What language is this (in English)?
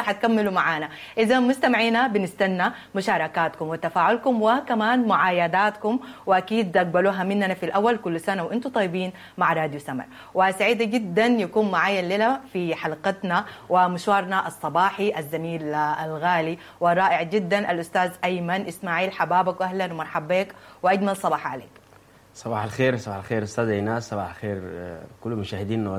Sudanese Arabic